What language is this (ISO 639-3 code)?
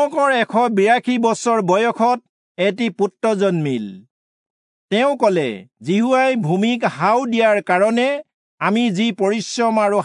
asm